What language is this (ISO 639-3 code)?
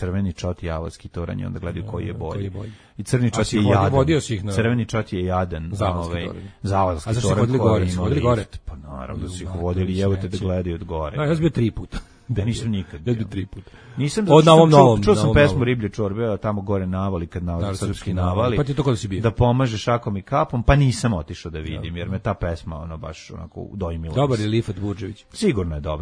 srp